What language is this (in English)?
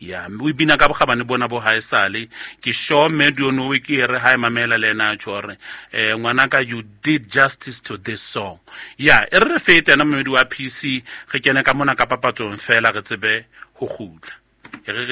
Southern Sotho